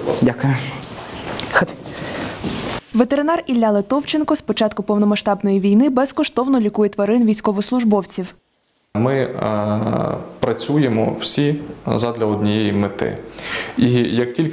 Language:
Ukrainian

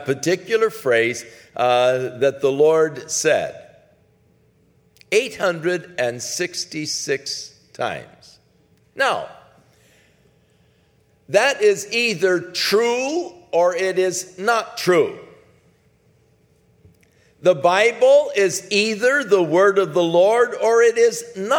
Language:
English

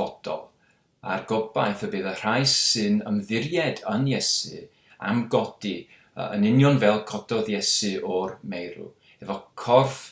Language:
Welsh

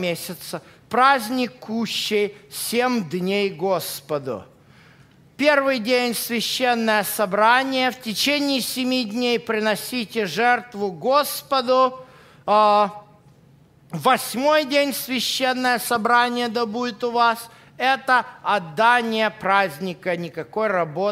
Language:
Russian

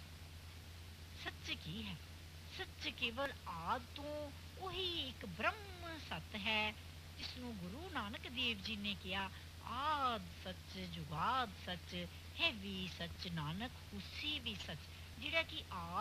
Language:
Punjabi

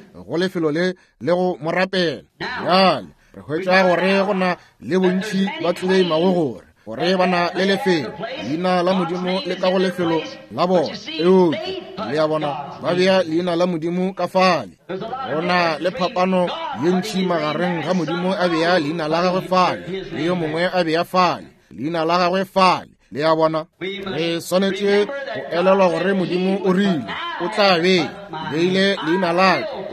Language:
Northern Sotho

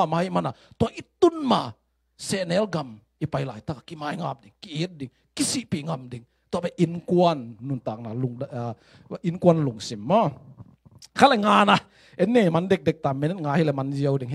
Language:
Tedim Chin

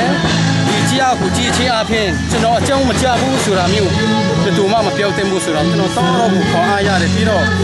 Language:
Burmese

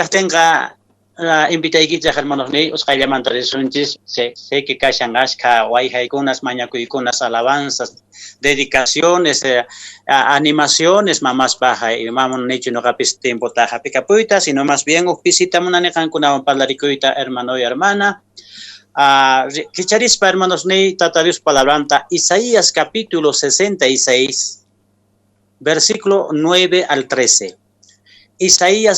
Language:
Quechua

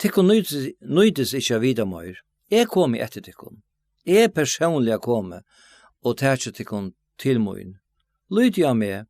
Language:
Faroese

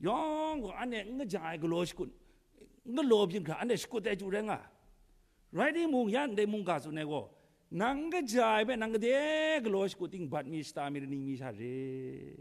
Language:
Kachin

